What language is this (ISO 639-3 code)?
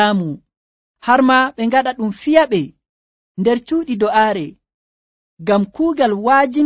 fuv